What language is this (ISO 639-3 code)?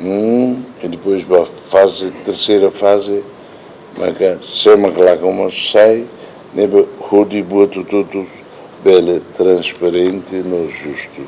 tet